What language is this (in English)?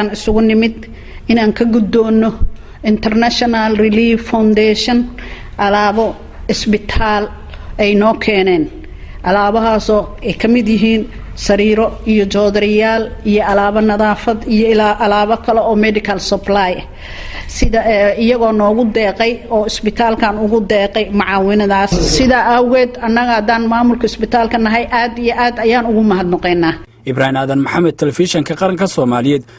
Somali